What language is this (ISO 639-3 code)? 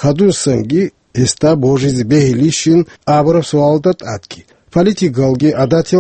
ava